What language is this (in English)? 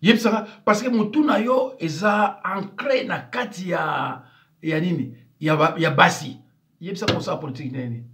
Lingala